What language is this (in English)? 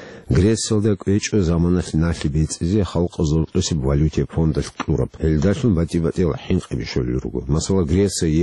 Avaric